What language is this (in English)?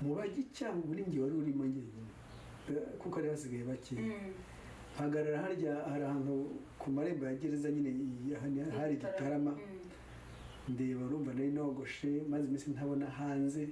Kinyarwanda